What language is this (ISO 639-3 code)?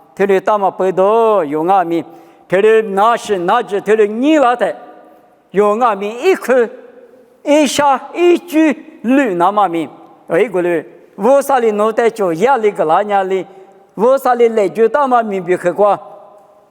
lis